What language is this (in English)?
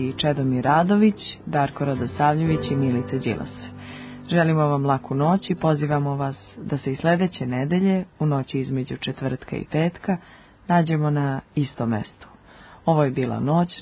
Serbian